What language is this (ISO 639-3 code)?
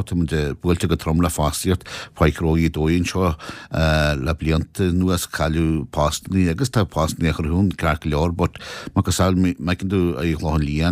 gle